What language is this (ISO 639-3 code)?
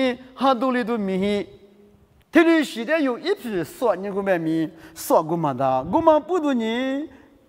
lis